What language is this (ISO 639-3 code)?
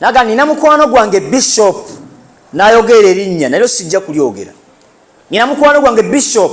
lug